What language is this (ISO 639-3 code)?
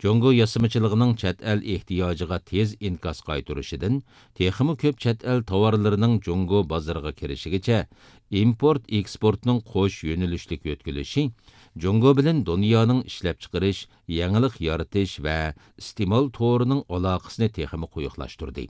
uig